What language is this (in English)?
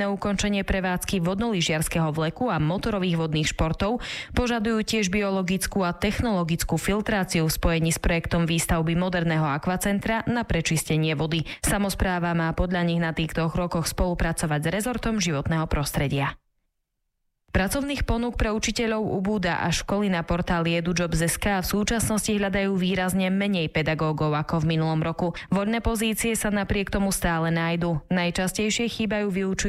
Slovak